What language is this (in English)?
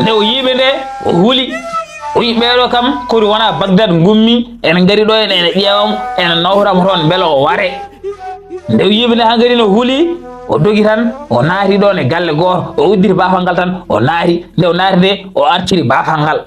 Fula